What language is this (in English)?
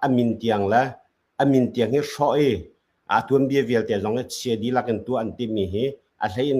Hakha Chin